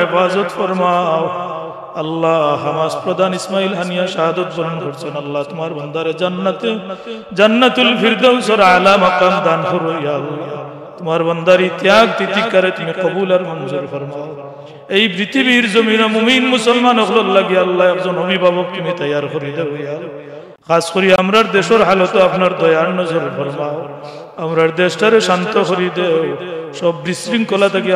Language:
Sylheti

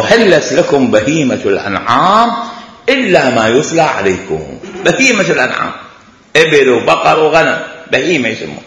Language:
Mesopotamian Arabic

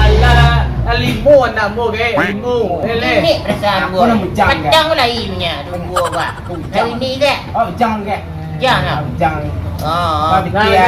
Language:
Minangkabau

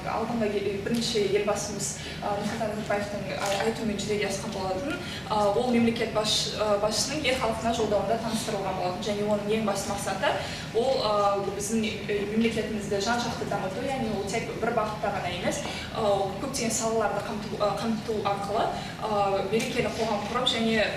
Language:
Kazakh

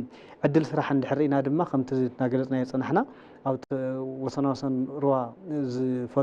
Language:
Tigrinya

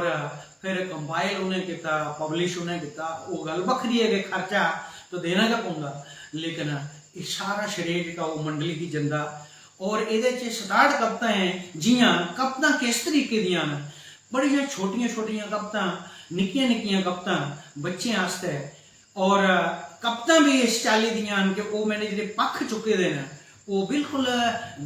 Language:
Dogri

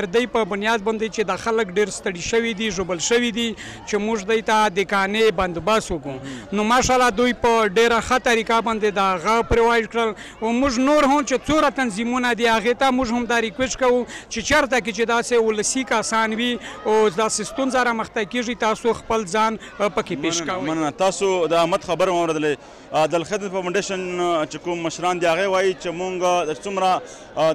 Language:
Pashto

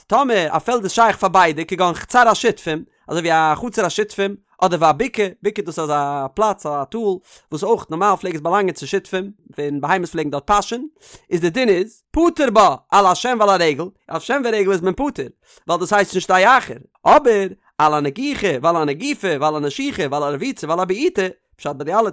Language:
Yiddish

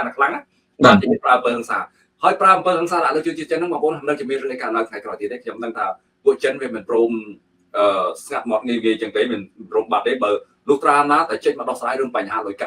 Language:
Khmer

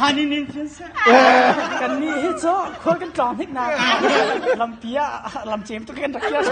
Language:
Hakha Chin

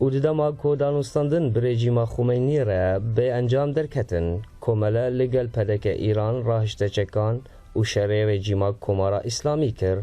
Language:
Kurdish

